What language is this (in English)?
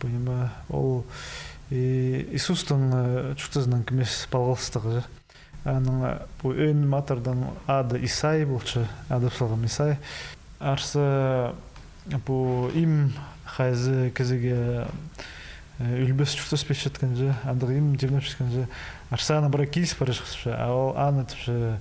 Khakas